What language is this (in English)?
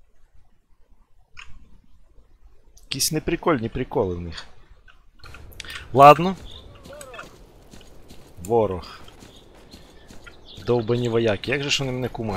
Ukrainian